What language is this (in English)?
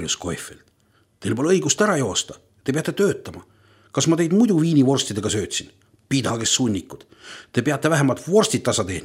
Estonian